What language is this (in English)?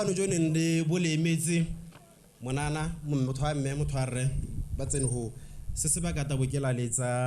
Tswana